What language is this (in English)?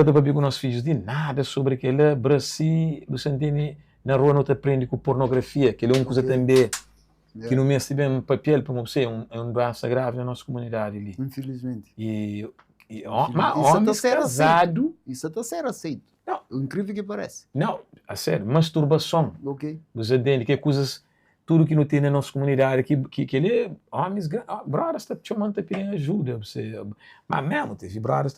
Kabuverdianu